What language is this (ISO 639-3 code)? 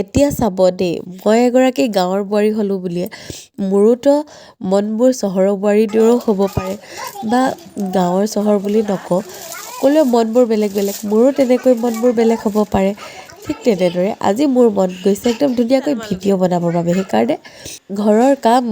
asm